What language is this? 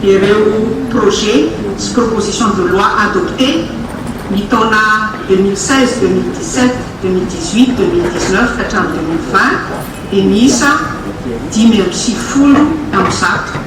Malagasy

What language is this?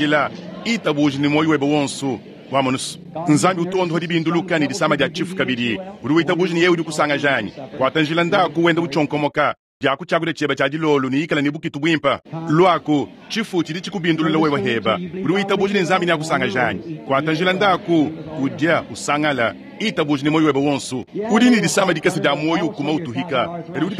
Luba-Lulua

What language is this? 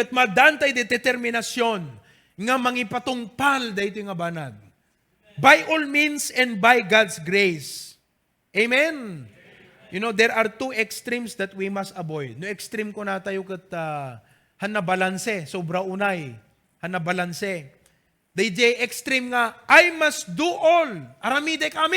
Iloko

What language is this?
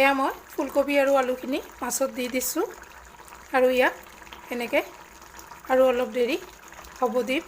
Assamese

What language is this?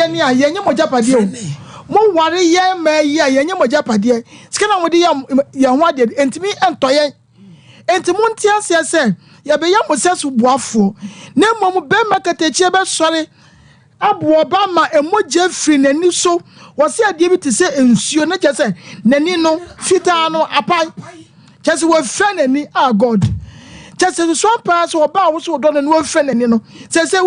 Akan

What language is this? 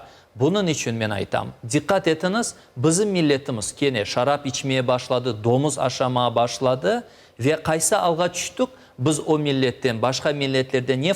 Crimean Tatar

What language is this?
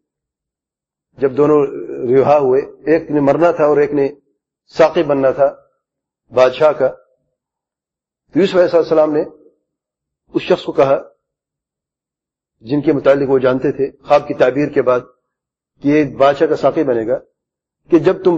Urdu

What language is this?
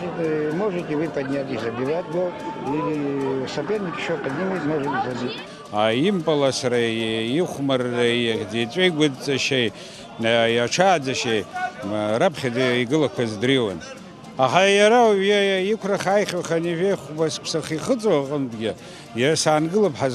Abkhazian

